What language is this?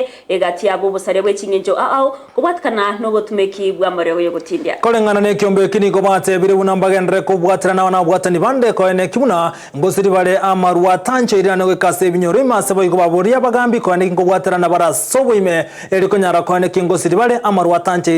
Gusii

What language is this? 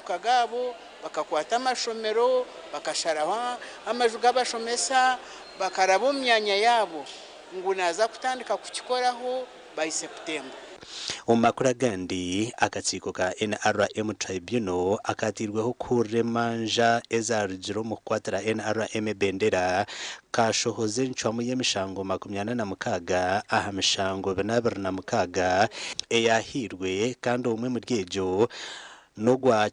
Nyankole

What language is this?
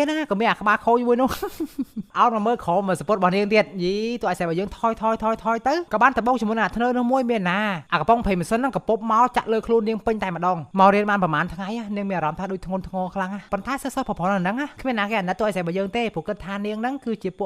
Khmer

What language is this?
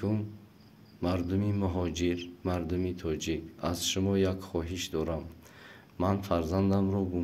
Tajik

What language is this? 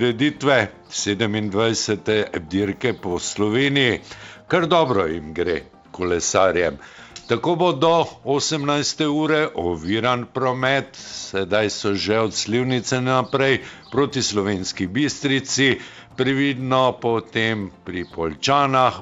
Slovenian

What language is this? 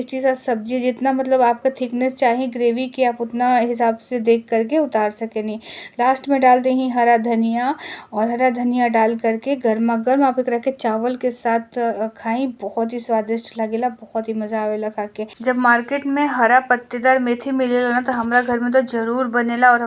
Bhojpuri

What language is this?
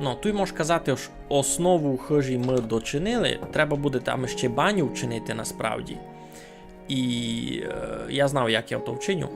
Rusyn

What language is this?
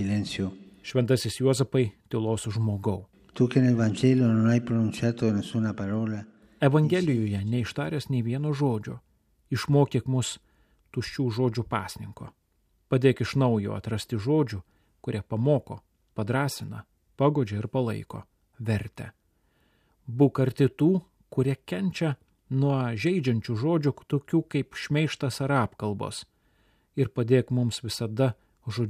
Lithuanian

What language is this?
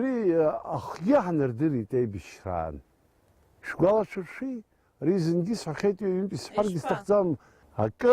Abkhazian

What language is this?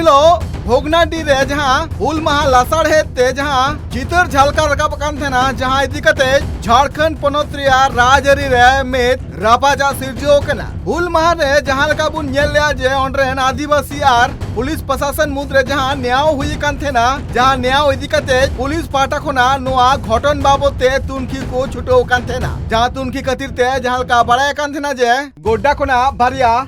Santali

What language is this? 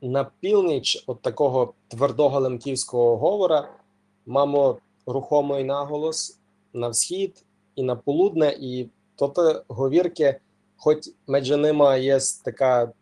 Rusyn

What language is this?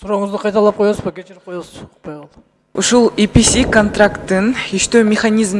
Kyrgyz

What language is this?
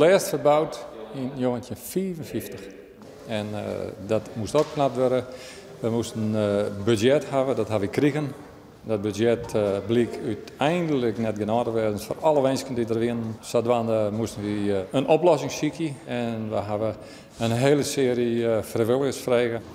Western Frisian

